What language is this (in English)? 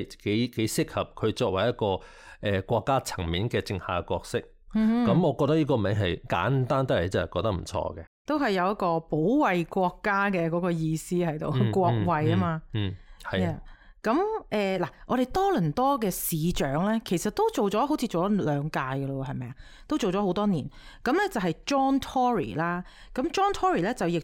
Cantonese